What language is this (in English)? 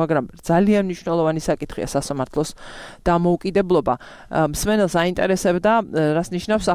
Georgian